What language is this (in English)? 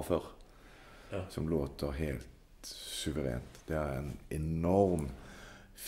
Norwegian